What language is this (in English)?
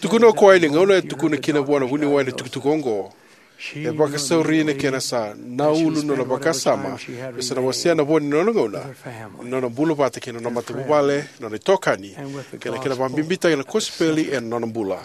Fijian